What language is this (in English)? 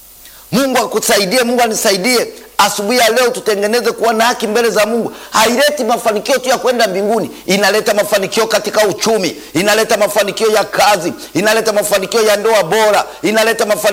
Swahili